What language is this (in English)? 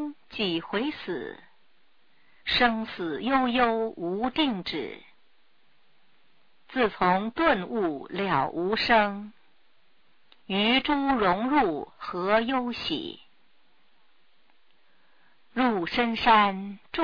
Chinese